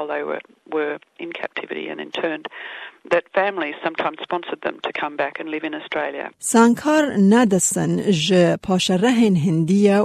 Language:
Kurdish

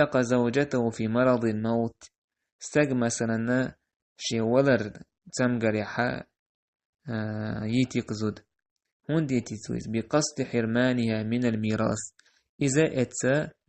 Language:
Chechen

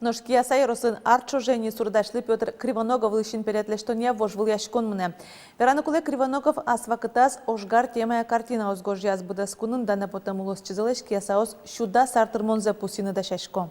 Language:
Udmurt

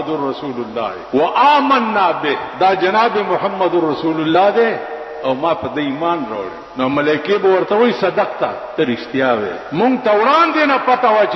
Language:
Pashto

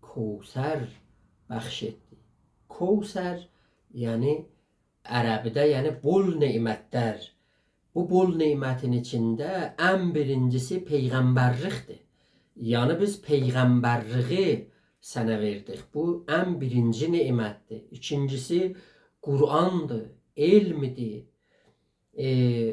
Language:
South Azerbaijani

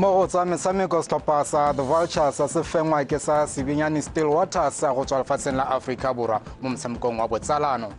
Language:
Tswana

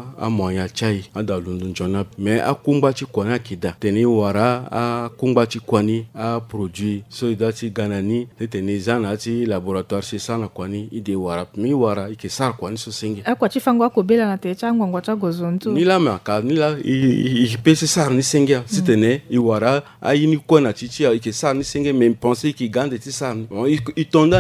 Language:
Sango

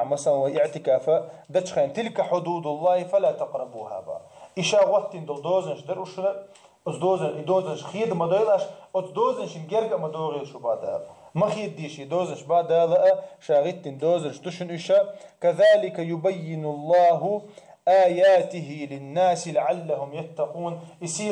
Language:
Chechen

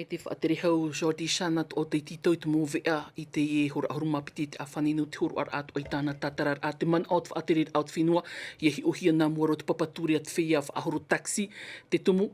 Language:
Tahitian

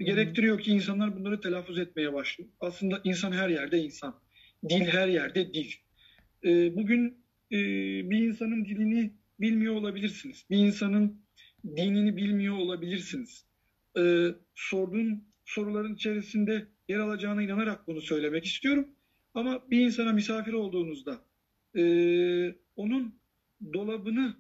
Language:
Turkish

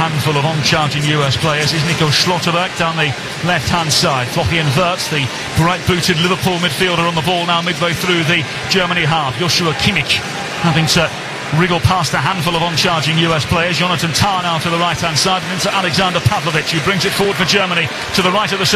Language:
English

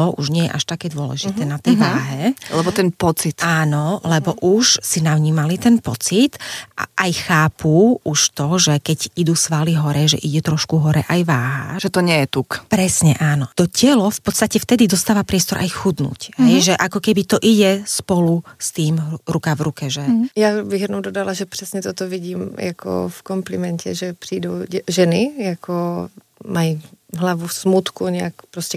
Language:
Slovak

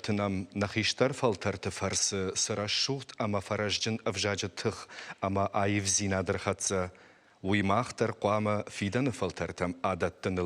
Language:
Ossetic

